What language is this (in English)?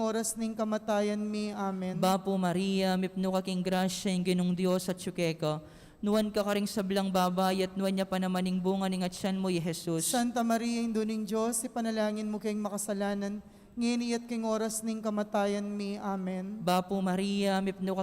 Pampanga